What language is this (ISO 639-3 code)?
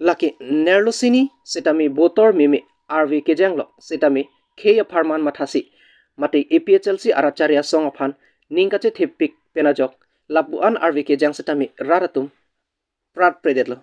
mjw